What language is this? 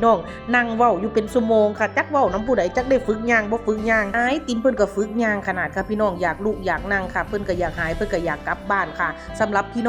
Northeastern Thai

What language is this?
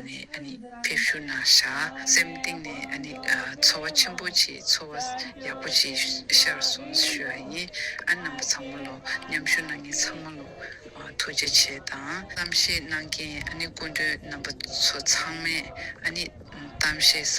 Tibetan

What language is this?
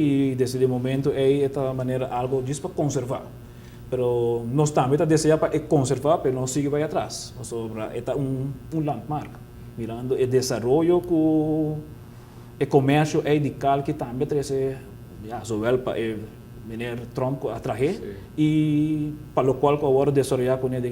Papiamento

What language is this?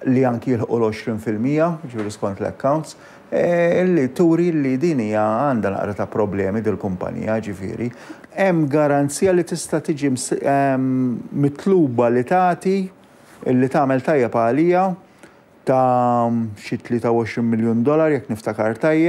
Maltese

